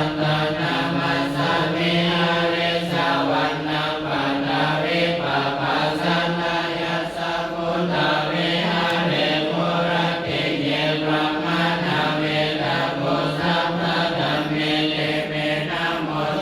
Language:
Pali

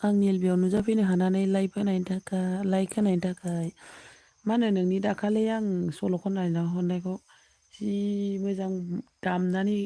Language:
Bodo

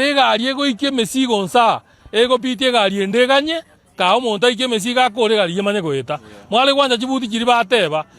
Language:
Gusii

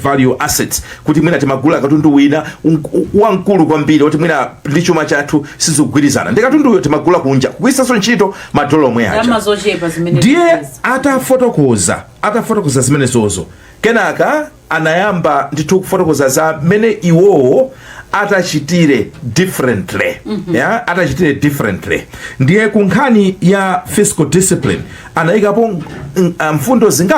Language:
Nyanja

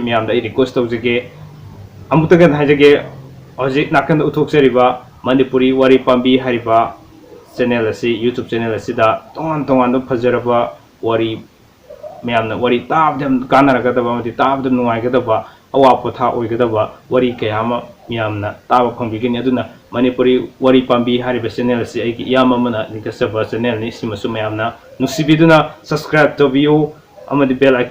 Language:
Manipuri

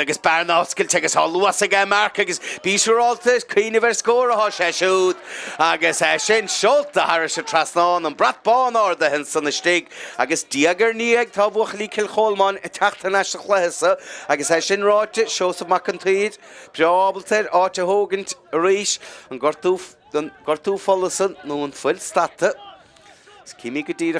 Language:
Irish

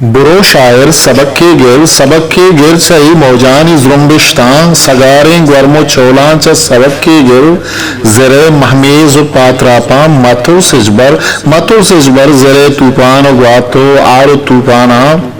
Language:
Eastern Balochi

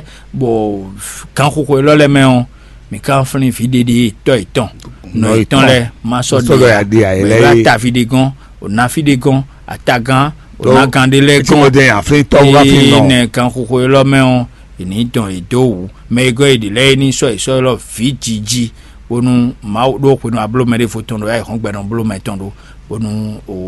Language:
Fon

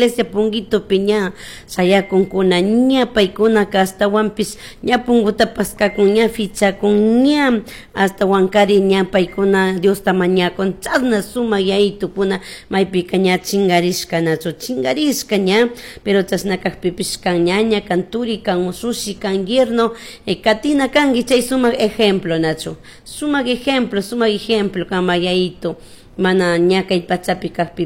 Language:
Chimborazo Highland Quichua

